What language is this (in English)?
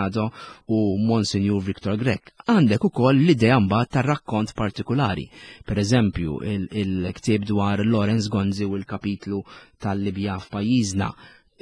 Maltese